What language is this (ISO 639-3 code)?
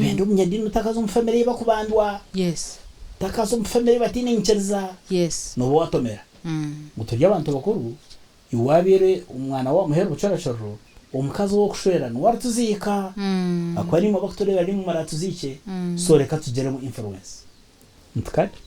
nyn